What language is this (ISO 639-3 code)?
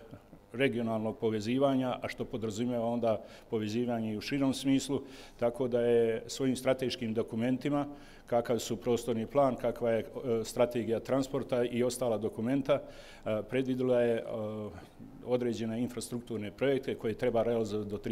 bos